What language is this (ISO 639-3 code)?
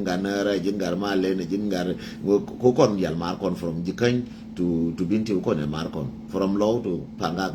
nus